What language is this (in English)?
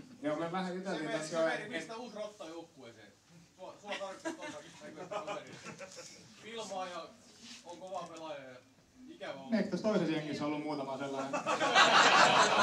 Finnish